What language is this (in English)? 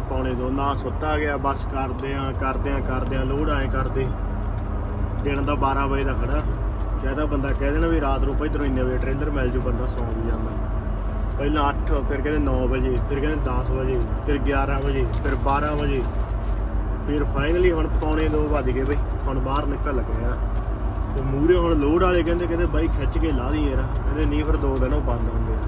Punjabi